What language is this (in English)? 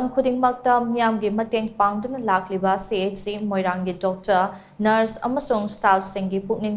Manipuri